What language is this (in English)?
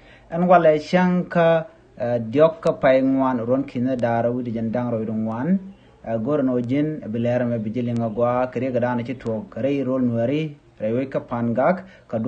Nuer